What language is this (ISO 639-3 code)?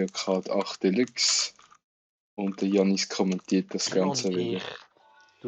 gsw